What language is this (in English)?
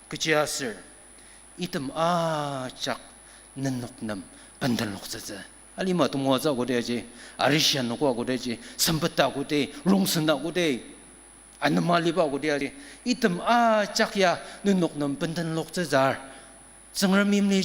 Ao Naga